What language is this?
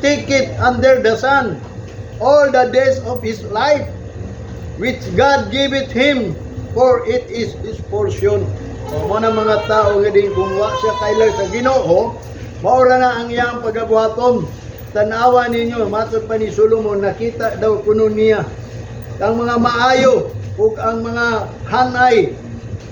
Cebuano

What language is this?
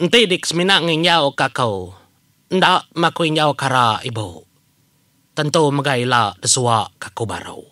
Iban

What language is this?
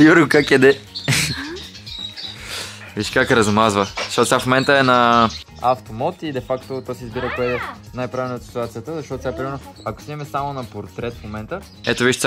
Bulgarian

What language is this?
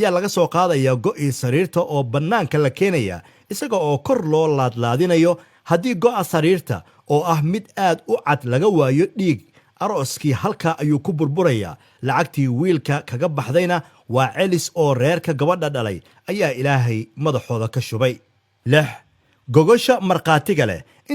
Somali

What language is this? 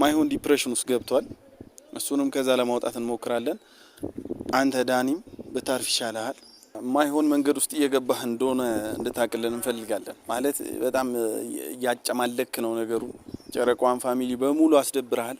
Amharic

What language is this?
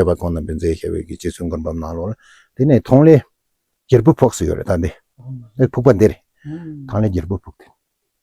Tibetan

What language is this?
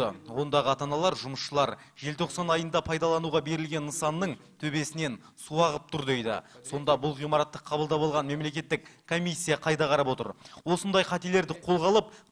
Kazakh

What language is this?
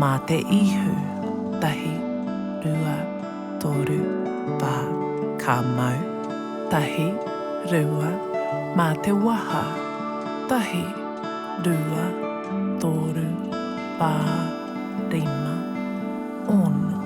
Māori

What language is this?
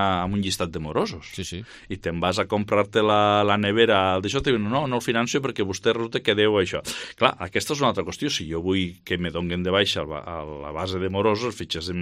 Catalan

